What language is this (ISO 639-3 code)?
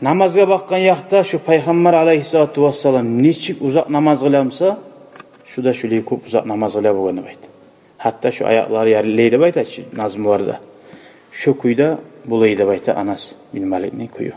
kum